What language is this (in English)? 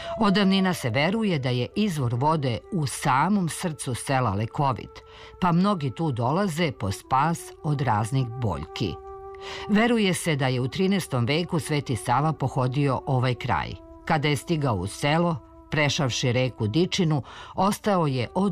Serbian